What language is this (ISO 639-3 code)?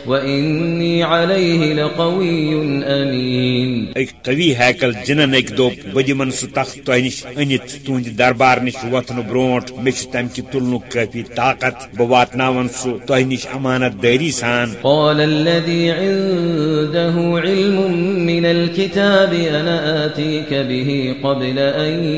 kas